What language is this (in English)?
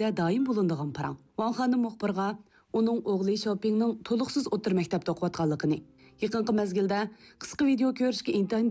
Uyghur